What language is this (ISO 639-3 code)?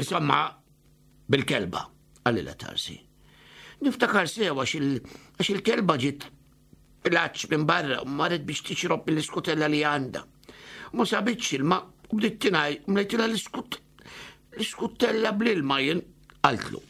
mlt